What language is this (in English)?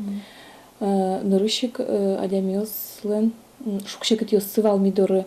Udmurt